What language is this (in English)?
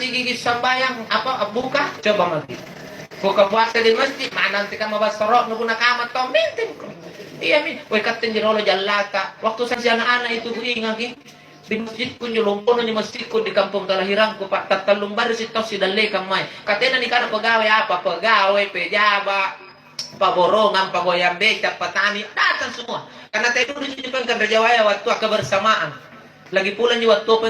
Makasar